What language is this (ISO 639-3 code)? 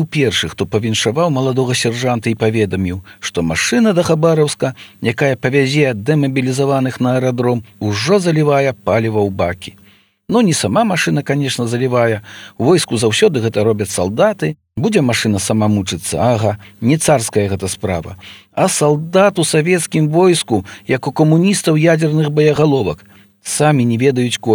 bel